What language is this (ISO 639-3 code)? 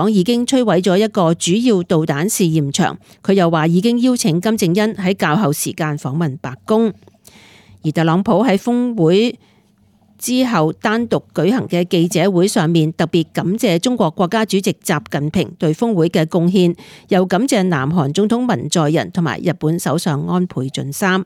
yue